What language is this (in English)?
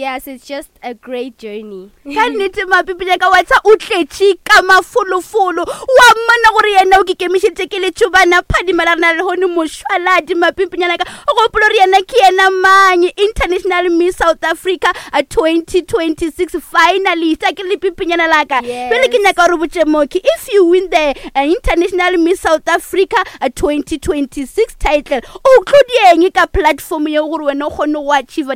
Northern Sotho